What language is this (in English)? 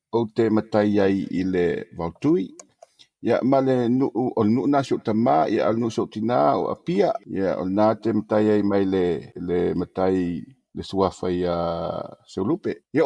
Samoan